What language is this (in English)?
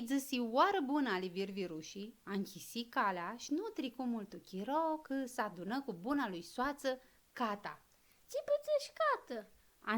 Aromanian